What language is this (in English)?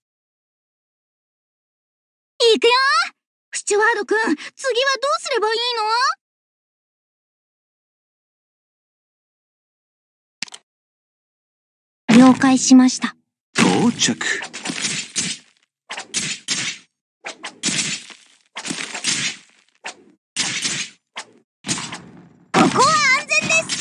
Japanese